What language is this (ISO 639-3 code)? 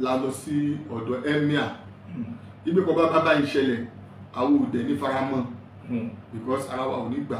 yor